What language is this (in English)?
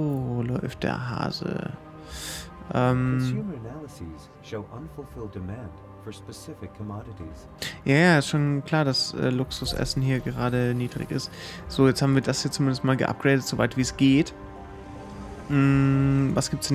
German